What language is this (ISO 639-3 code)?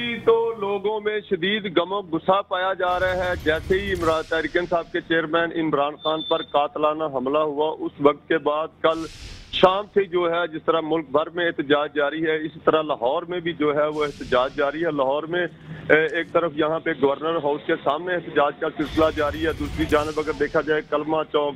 urd